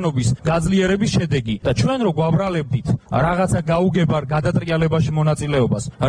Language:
Georgian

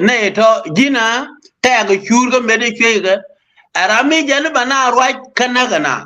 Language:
Nuer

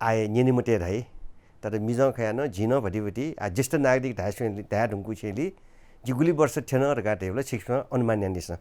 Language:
Newari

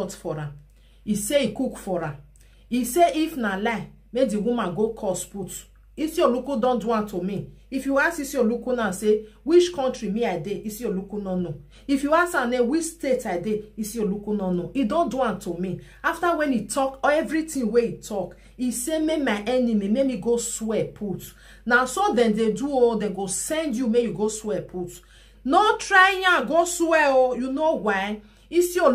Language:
Nigerian Pidgin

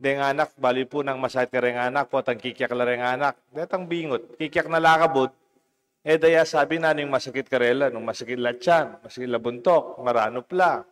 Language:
Pampanga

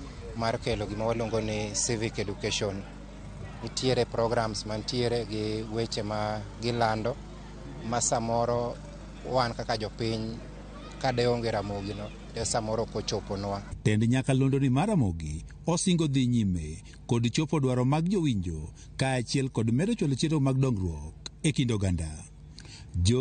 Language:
Luo (Kenya and Tanzania)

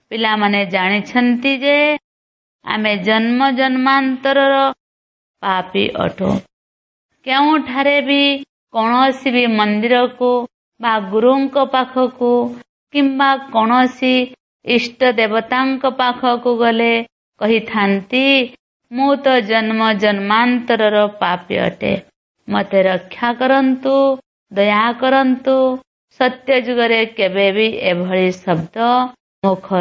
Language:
Odia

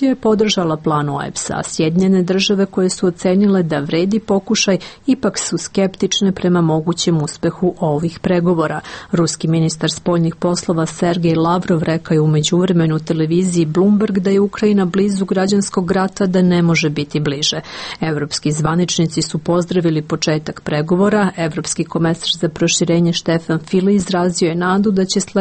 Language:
Serbian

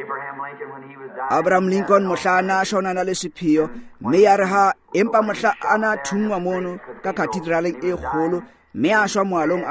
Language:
Tswana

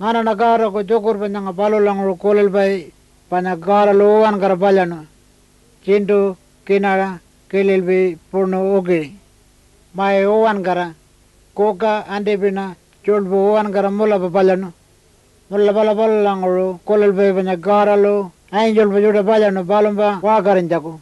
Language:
Pitjantjatjara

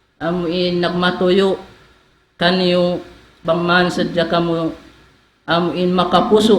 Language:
Tausug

